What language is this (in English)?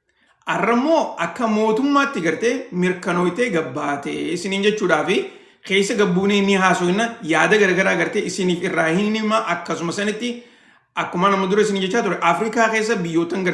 Oromo